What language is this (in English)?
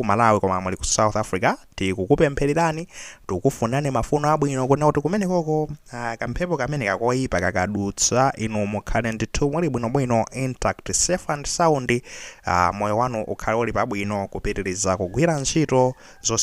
Nyanja